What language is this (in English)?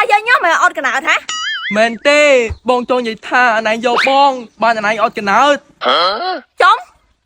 Khmer